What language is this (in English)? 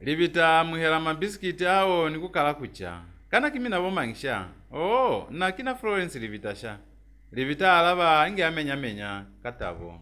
Lozi